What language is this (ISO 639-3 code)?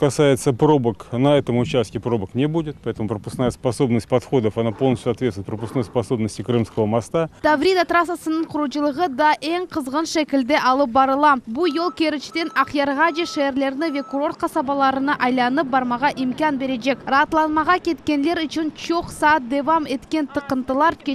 crh